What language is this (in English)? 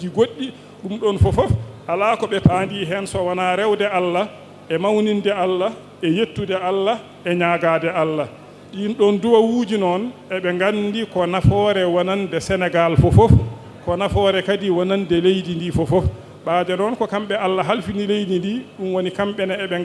Fula